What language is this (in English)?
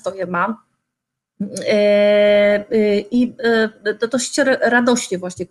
Polish